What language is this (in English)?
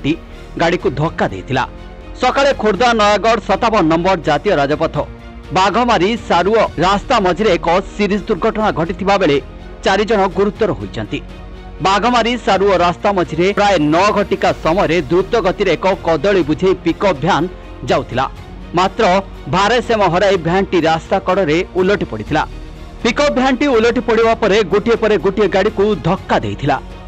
Odia